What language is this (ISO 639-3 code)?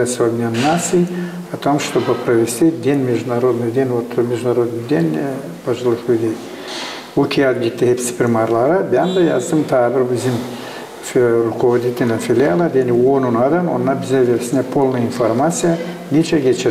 gag